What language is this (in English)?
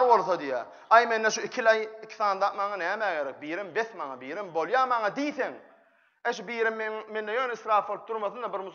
Turkmen